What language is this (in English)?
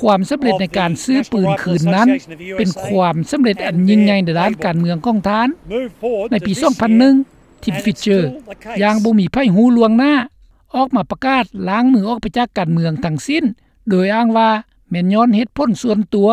Lao